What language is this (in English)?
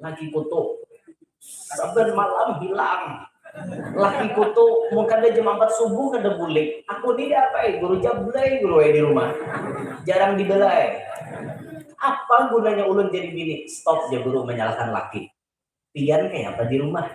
Banjar